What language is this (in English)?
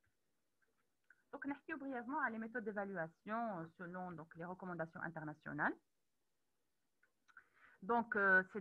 French